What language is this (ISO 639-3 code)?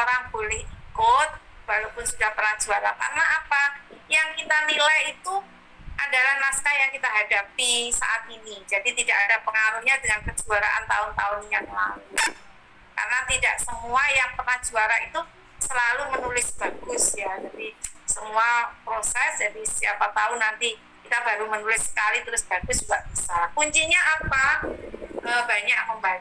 ind